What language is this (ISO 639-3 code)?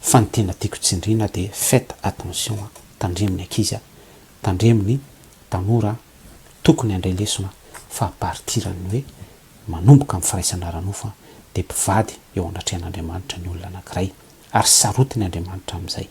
mlg